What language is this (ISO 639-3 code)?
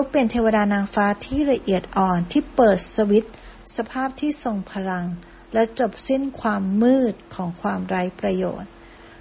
tha